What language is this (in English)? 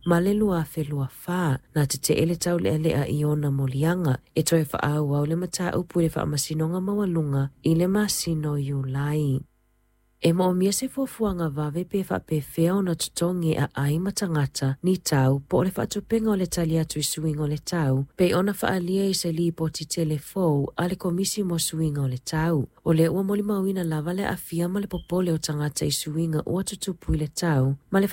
Samoan